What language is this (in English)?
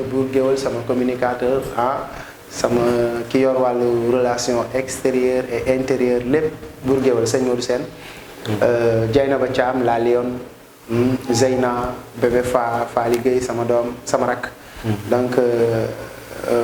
Wolof